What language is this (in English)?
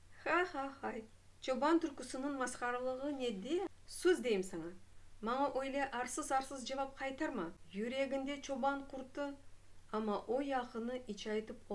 Crimean Tatar